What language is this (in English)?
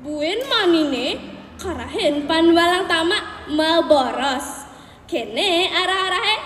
Balinese